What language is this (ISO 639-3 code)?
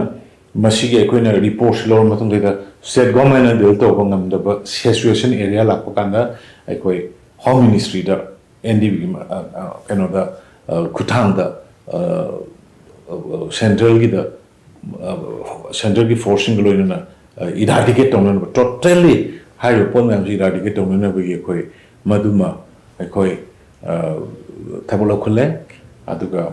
mni